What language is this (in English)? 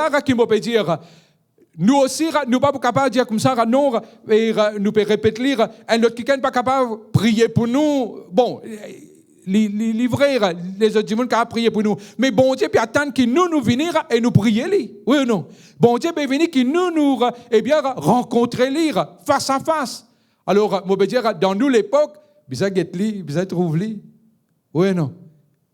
Morisyen